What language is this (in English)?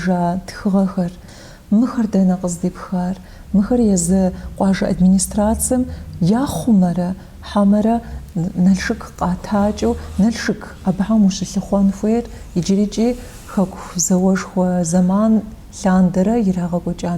Kabardian